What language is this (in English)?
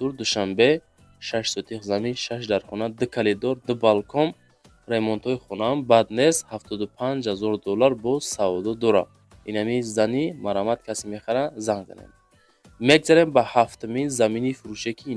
Tajik